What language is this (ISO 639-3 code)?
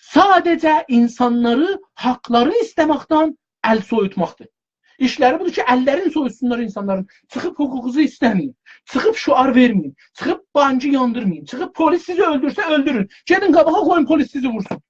azb